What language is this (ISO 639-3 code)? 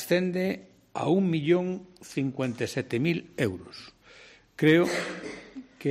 glg